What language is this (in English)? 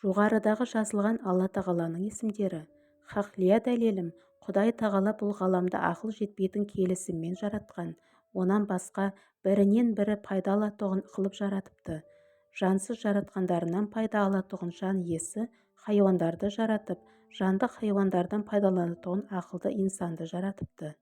Kazakh